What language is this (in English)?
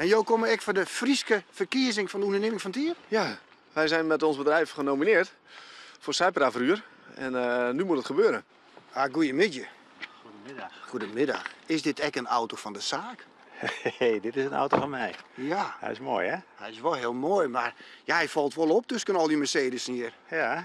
Western Frisian